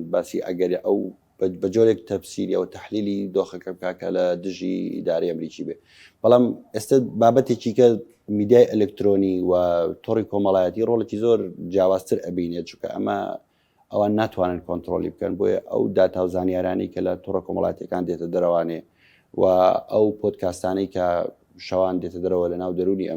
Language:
Central Kurdish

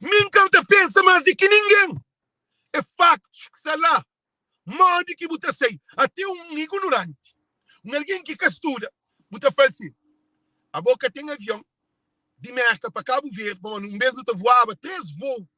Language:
Kabuverdianu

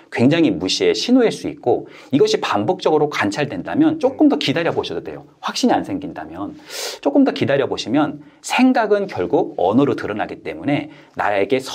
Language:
Korean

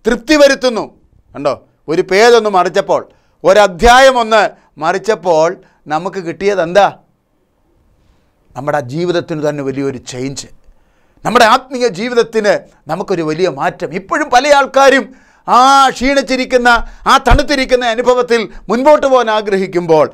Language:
Malayalam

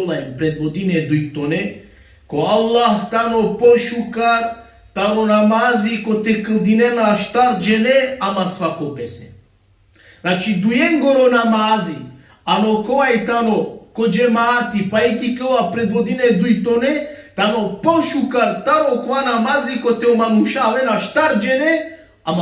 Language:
Balkan Romani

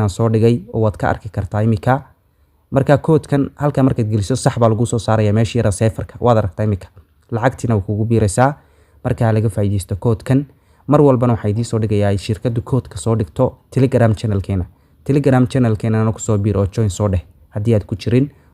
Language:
Somali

